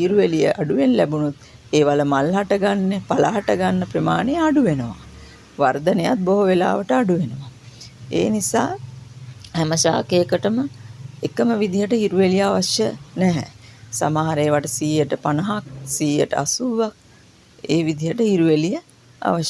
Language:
Sinhala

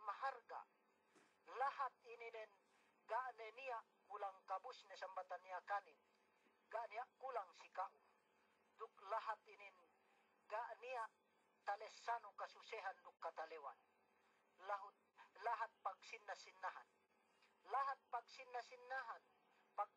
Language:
Yakan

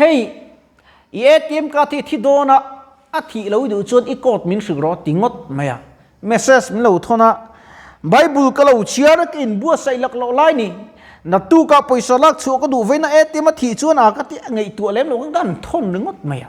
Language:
Mizo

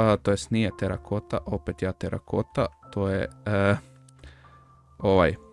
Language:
Croatian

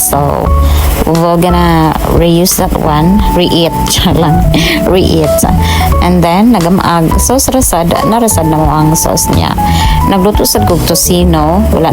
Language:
Cebuano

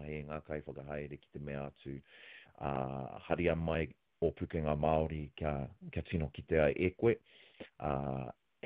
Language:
Māori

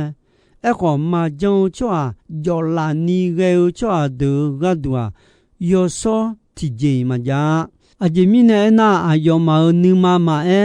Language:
Akha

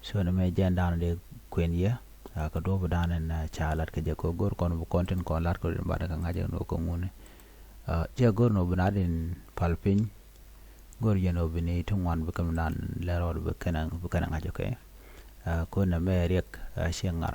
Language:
Nuer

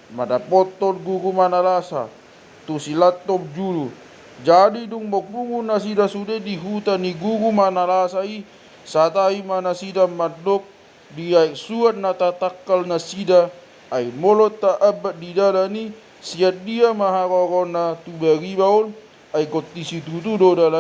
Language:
Batak Toba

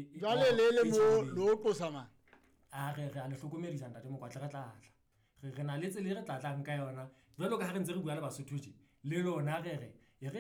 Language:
Southern Sotho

